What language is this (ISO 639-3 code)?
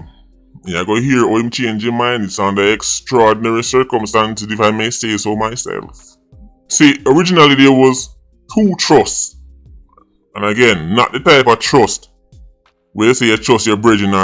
jam